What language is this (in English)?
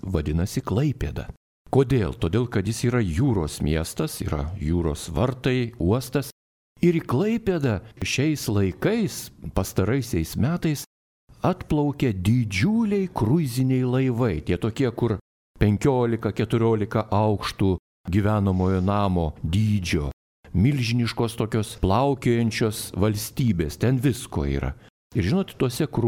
Lithuanian